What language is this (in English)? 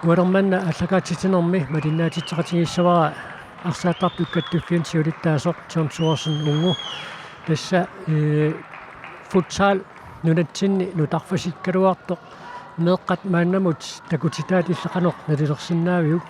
Kalaallisut